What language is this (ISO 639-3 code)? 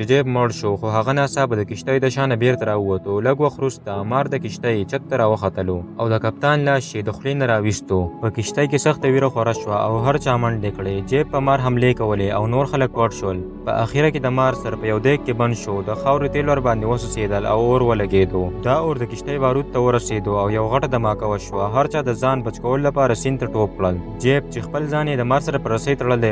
pus